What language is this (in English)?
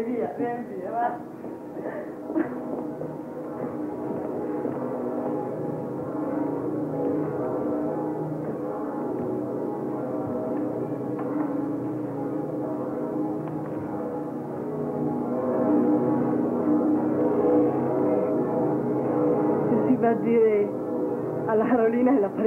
Italian